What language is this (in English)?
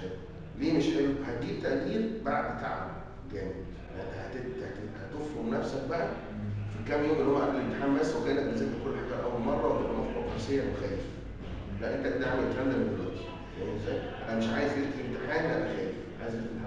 Egyptian Arabic